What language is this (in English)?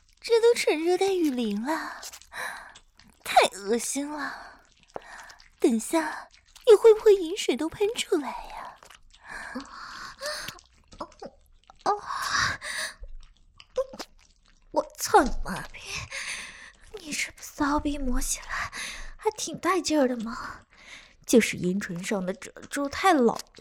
Chinese